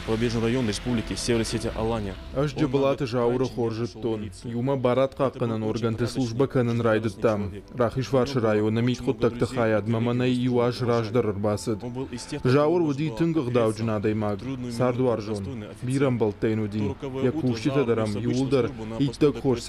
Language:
Ossetic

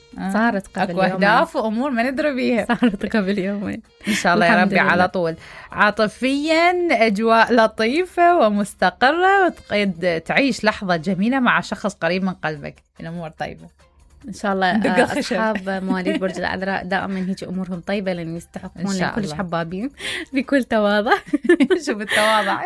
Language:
Mesopotamian Arabic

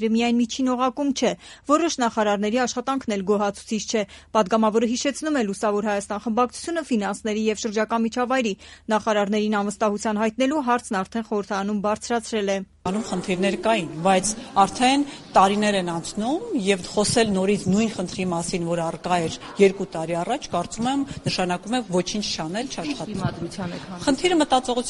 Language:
Armenian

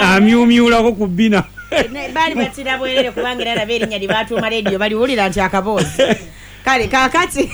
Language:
Ganda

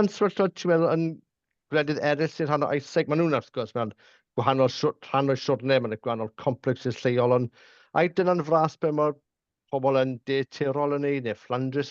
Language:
Welsh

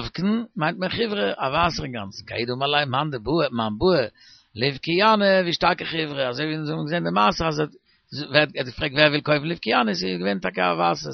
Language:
Yiddish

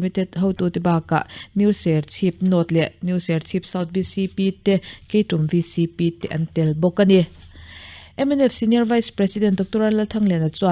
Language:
Mizo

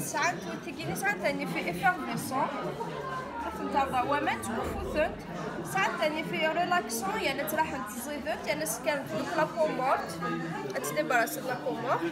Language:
Kabyle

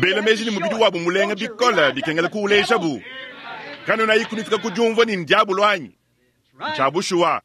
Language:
Luba-Lulua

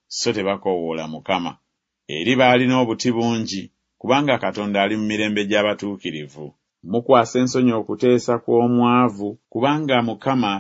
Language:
Ganda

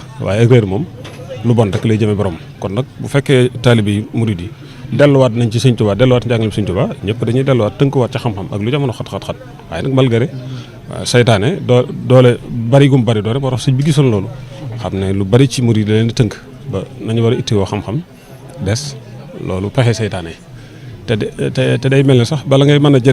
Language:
Wolof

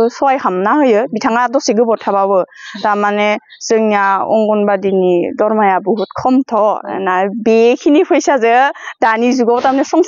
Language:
Bodo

